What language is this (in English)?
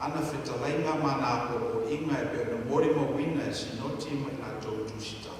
Samoan